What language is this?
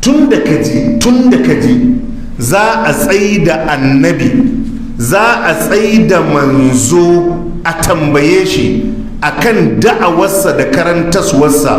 Hausa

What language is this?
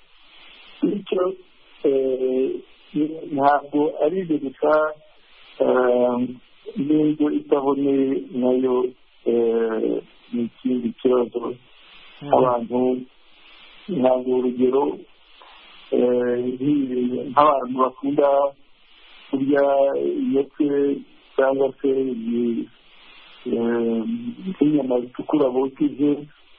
Kinyarwanda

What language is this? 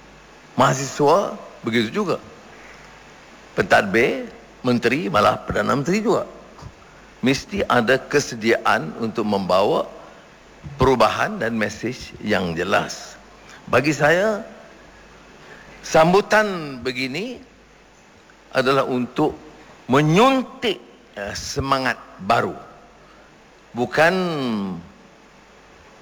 Malay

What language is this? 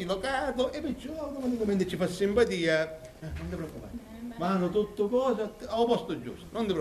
Sicilian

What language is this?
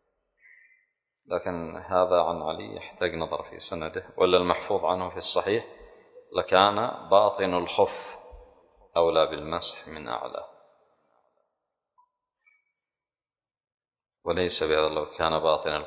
Arabic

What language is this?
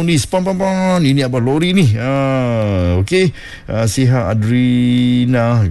Malay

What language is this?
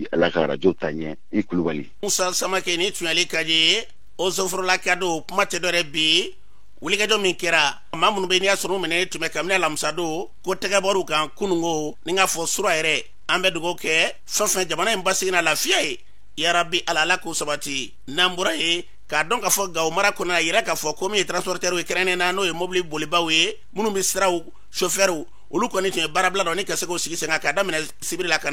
Bambara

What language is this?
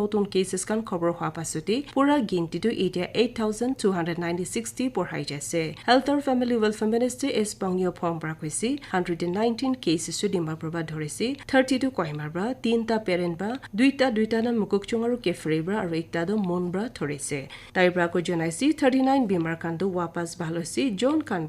Naga Pidgin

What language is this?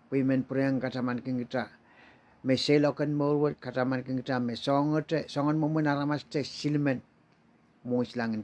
Pohnpeian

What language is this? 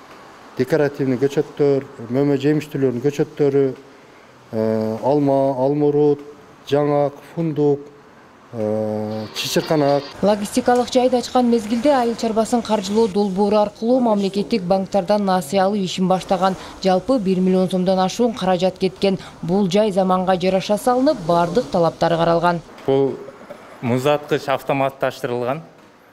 Kyrgyz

